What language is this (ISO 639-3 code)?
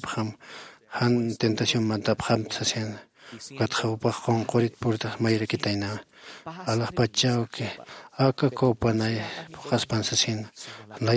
aym